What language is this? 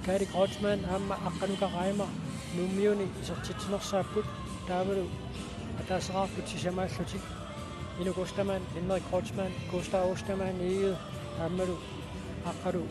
Kalaallisut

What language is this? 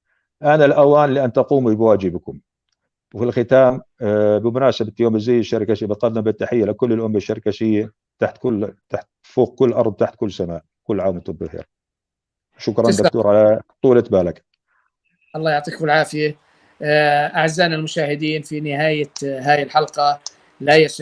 North Levantine Arabic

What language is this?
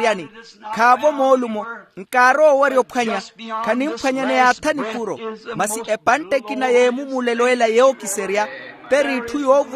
Makhuwa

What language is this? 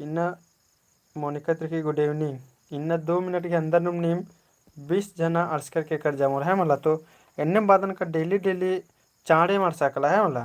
Kurukh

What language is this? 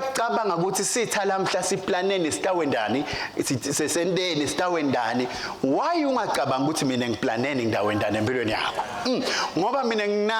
Swati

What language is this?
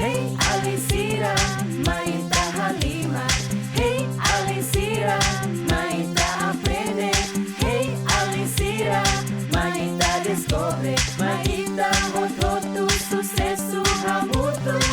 Tetum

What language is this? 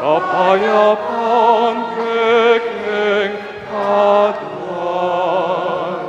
Pampanga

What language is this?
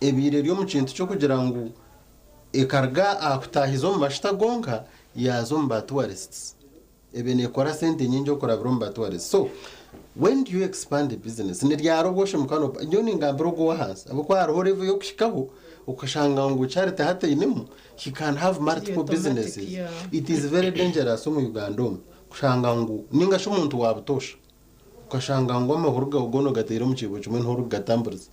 Nyankole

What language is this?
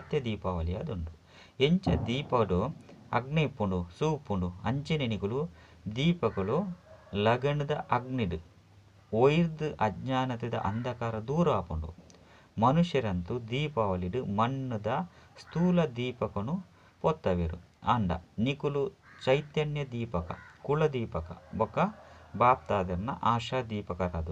Tulu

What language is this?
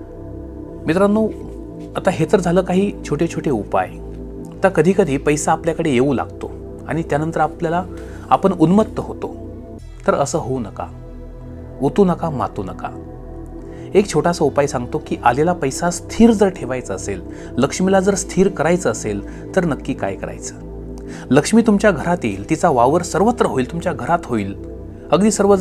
Marathi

